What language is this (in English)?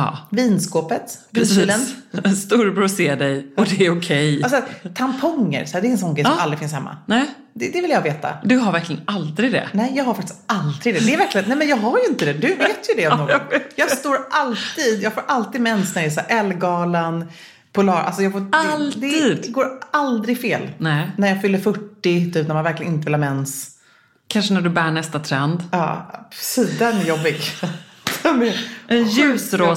Swedish